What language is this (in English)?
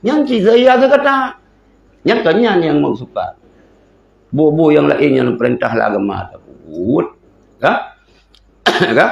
Achinese